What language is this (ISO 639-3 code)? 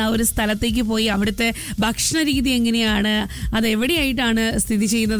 mal